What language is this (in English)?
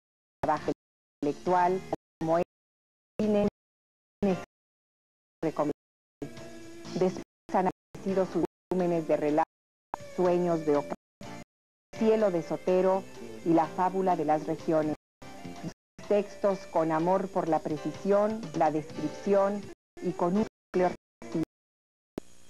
Spanish